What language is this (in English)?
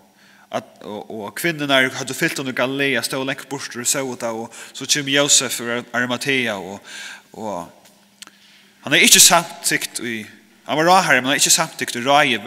Faroese